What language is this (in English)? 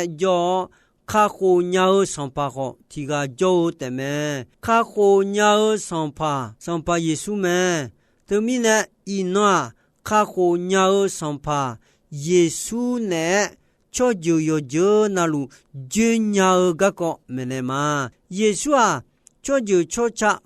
Akha